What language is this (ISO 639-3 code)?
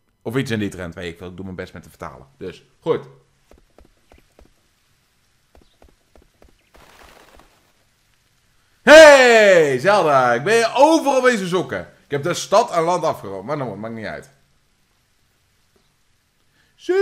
nld